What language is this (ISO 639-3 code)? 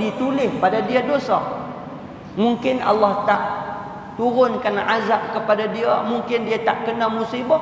msa